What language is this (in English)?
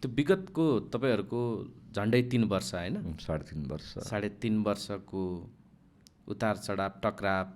Nepali